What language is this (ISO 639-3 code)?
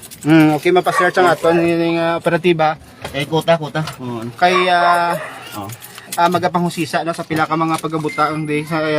hil